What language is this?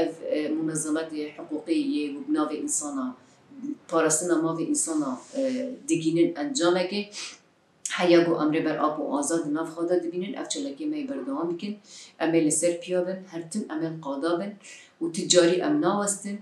Kurdish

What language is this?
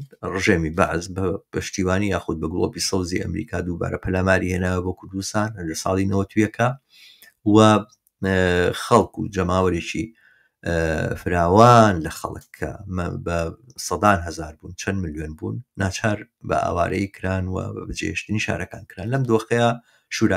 Central Kurdish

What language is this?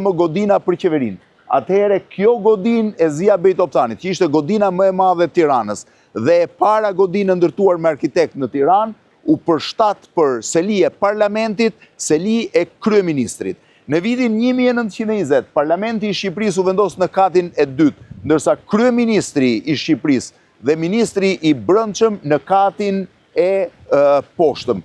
Albanian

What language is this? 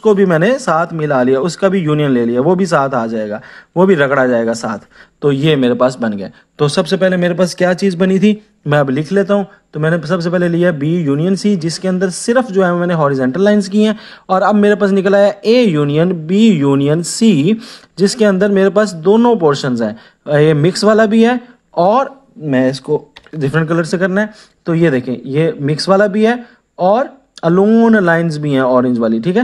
Hindi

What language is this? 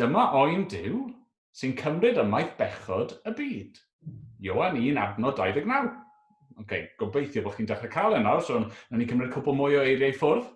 Welsh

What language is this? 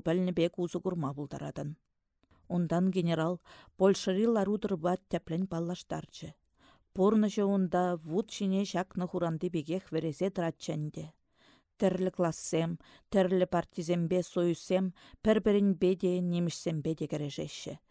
Chuvash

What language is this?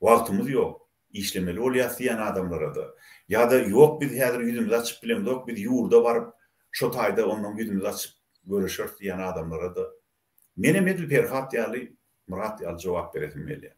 Turkmen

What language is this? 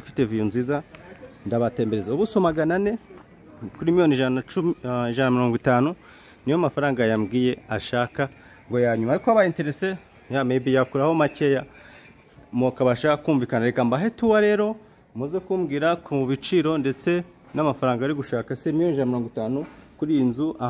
Kinyarwanda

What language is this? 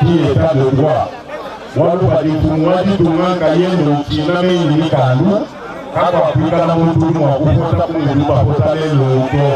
Luba-Lulua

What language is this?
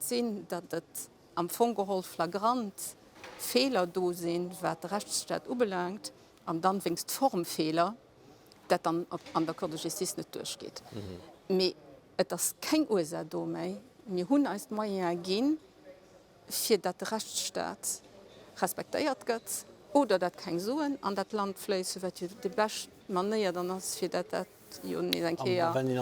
Luxembourgish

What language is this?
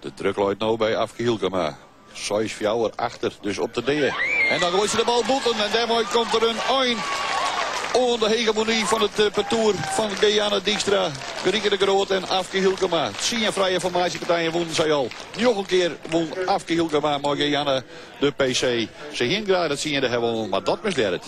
Western Frisian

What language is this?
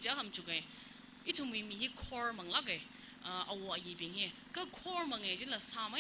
Tangkhul Naga (India)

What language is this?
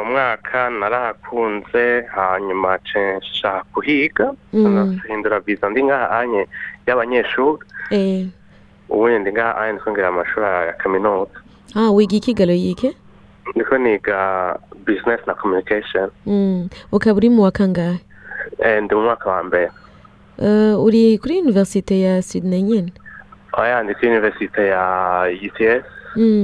Rundi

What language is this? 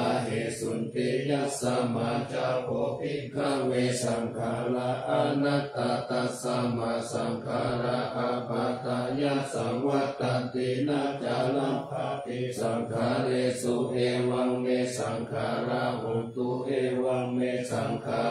Pali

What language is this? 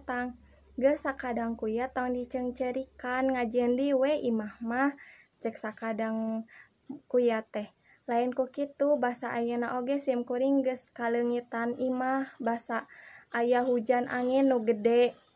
Sundanese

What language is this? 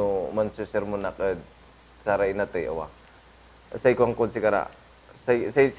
Pangasinan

